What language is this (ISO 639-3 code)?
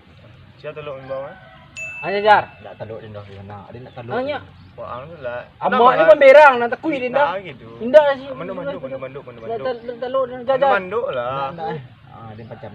min